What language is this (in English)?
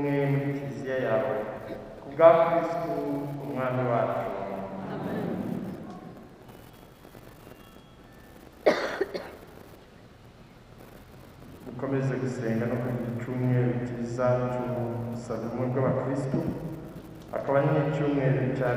Kinyarwanda